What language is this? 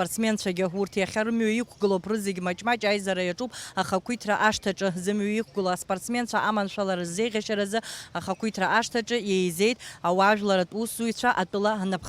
Abkhazian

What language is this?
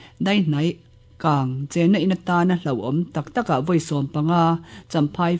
Mizo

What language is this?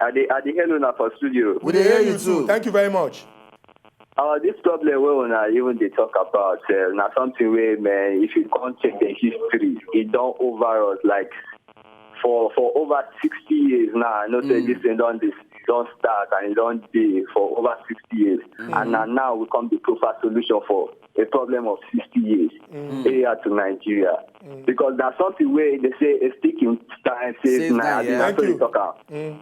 Nigerian Pidgin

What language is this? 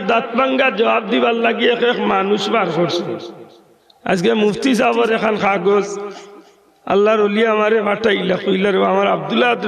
Sylheti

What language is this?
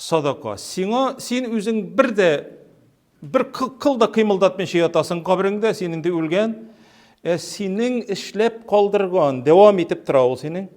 Tatar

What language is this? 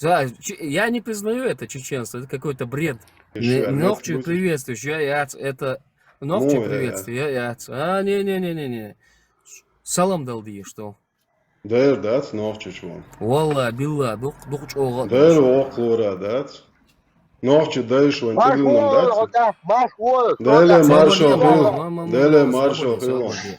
Chechen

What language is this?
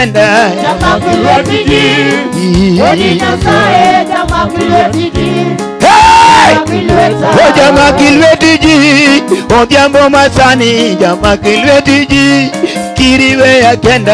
Luo (Kenya and Tanzania)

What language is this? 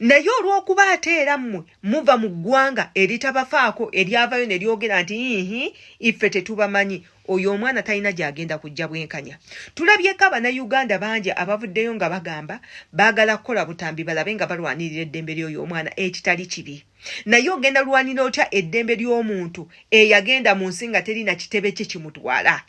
Ganda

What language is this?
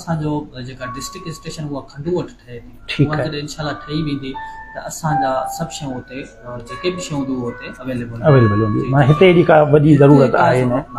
Sindhi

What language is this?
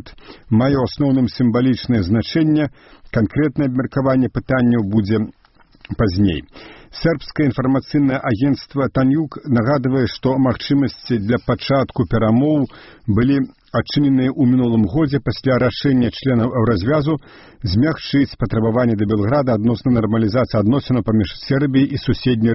Belarusian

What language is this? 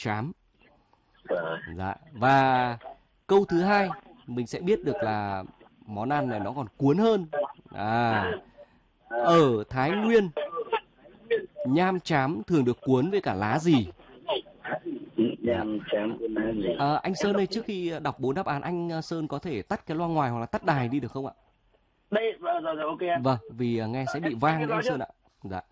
Vietnamese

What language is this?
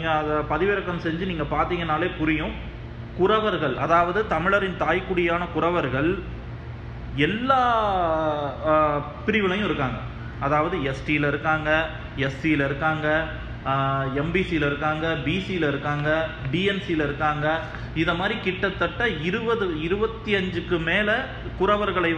Tamil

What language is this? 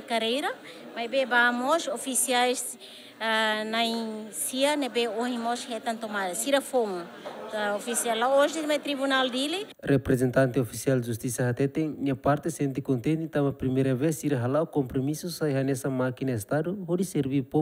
Tetum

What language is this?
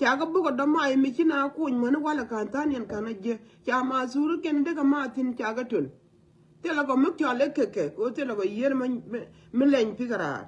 Nuer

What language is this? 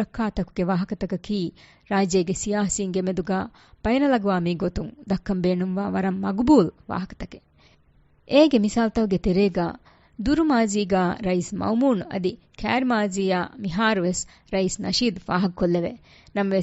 Divehi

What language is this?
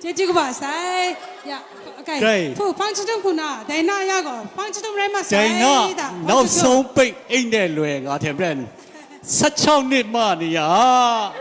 Kachin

